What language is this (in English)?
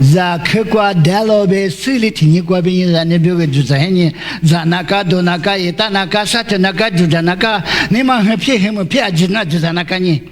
Lisu